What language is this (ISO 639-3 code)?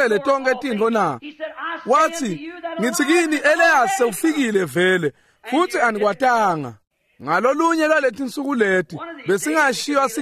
ssw